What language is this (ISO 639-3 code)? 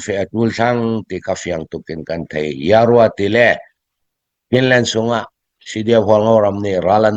cfm